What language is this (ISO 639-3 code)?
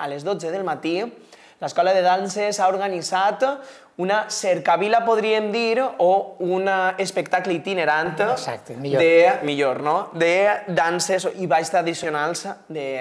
cat